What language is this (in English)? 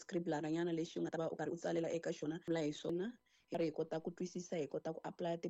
Tsonga